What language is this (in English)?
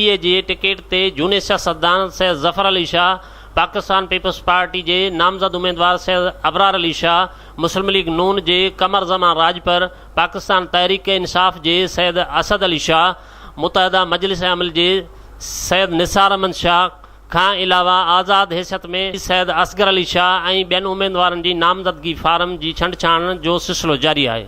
Sindhi